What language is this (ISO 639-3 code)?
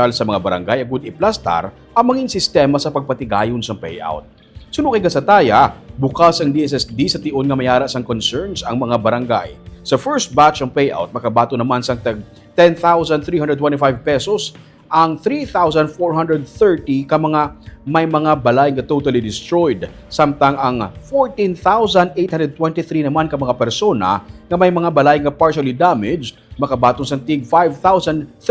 hil